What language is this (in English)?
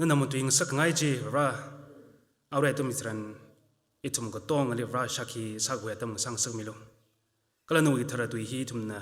Tangkhul Naga (India)